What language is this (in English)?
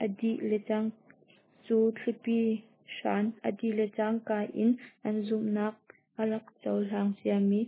Hakha Chin